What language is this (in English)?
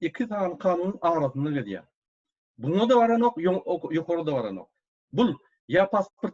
Turkmen